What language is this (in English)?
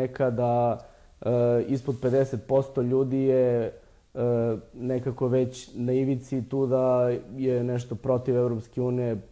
Serbian